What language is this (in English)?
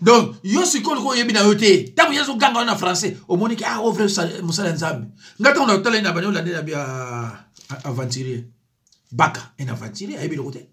Lingala